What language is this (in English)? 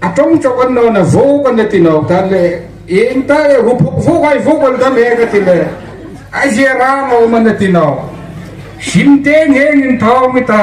Hmar